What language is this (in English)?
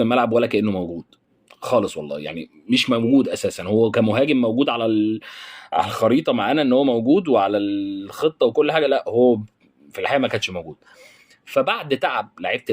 Egyptian Arabic